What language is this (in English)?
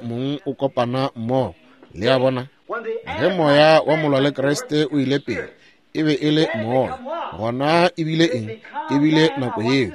Northern Sotho